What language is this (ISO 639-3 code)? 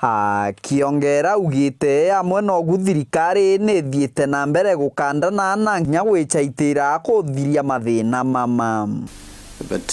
mer